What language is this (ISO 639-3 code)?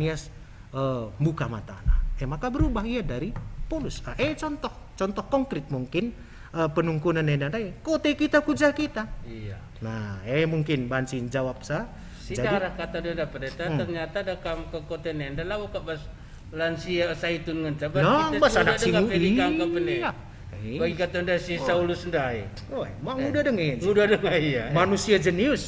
btx